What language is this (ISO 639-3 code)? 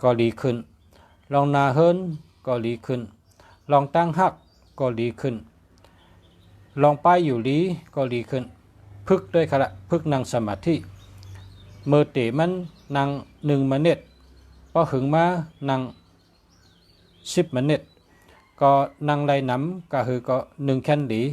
shn